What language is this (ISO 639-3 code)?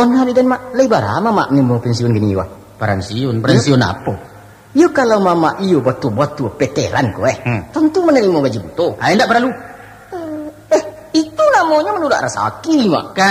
min